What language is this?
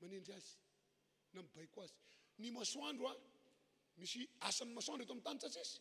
Malagasy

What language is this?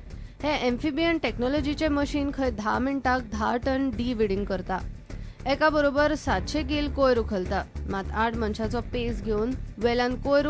Konkani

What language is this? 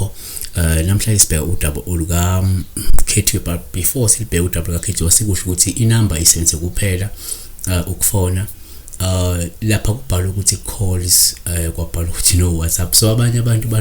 Zulu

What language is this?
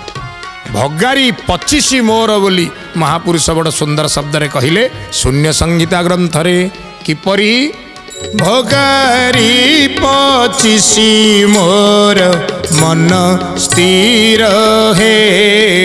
Odia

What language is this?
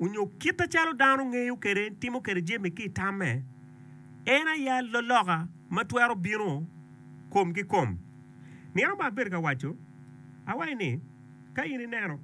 Acoli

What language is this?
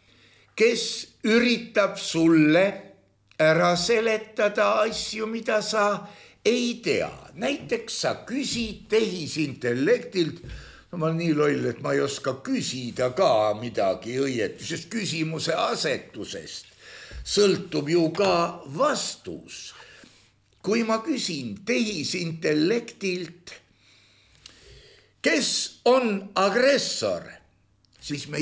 Estonian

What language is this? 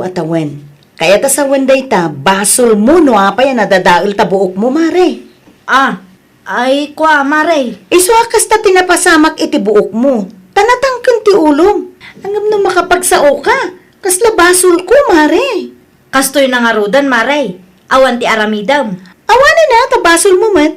Iloko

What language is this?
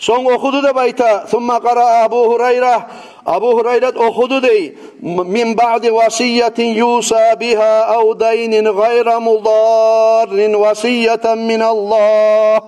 Kumyk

